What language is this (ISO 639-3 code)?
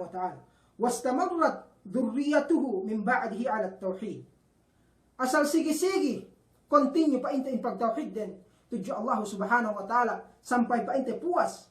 yka